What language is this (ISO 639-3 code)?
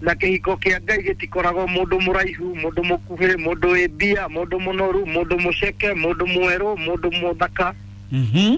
kik